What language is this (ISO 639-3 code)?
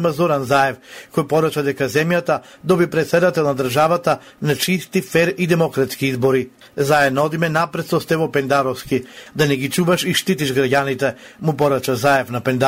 mkd